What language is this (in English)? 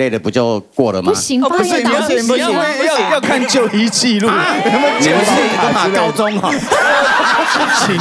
Chinese